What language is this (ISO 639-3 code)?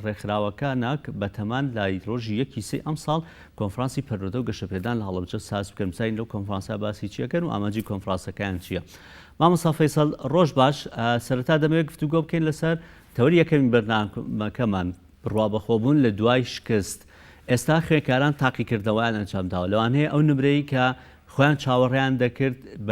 ckb